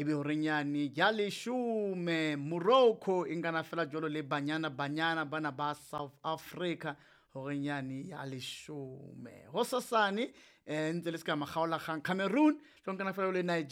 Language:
Southern Sotho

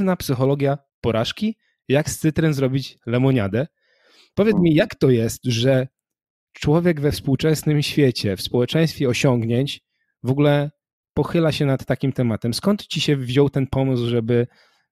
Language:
Polish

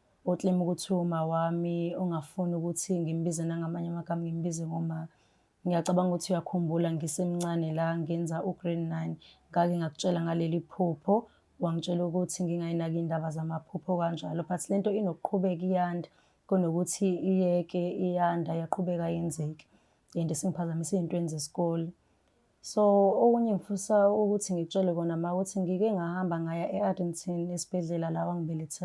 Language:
Zulu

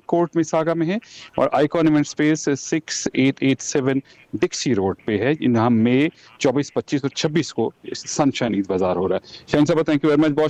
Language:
Urdu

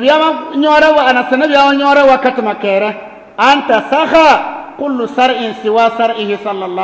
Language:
Bissa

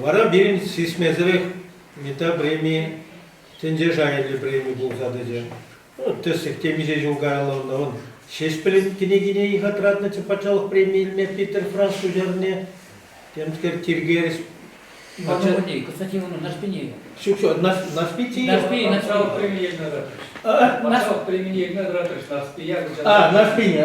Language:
Chuvash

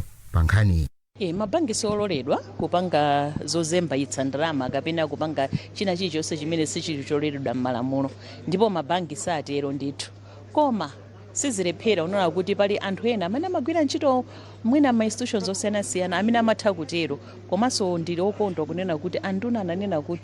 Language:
Nyanja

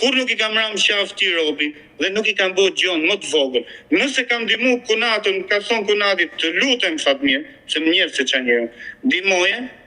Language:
Albanian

